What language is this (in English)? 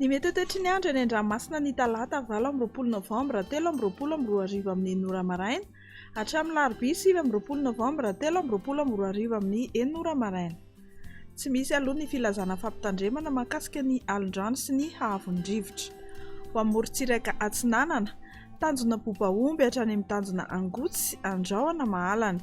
Malagasy